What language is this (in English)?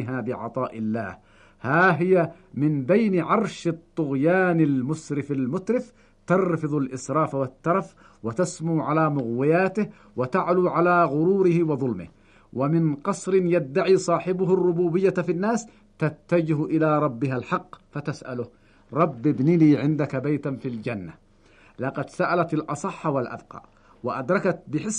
Arabic